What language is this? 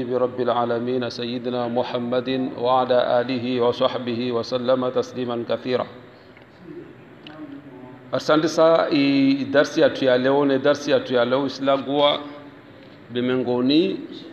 Swahili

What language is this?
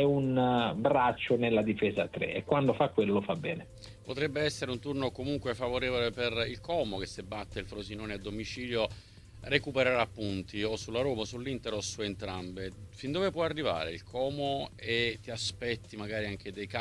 Italian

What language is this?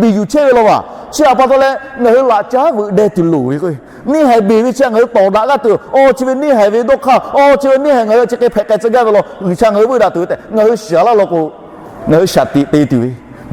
Lahu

